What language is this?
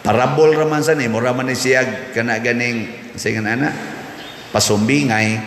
Cebuano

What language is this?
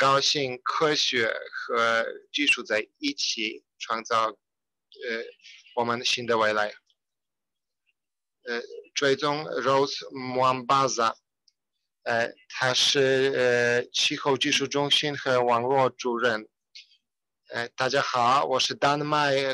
Chinese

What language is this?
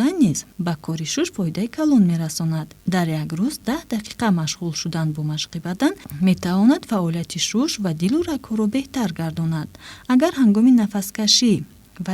Tajik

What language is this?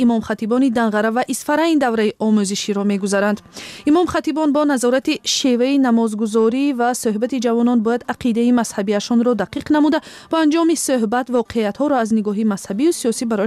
Tajik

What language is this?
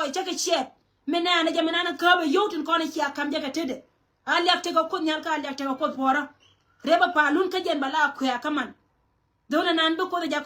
Nuer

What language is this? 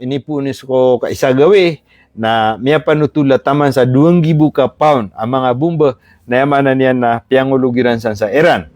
Maranao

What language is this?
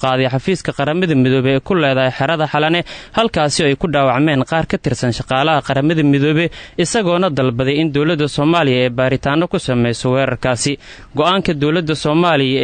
Somali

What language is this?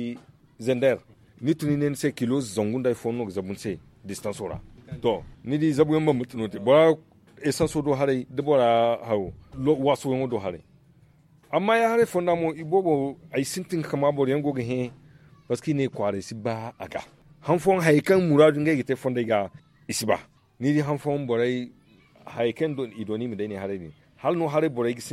Zarma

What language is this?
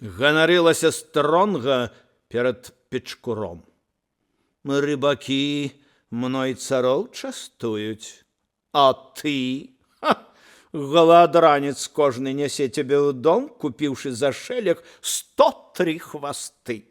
Belarusian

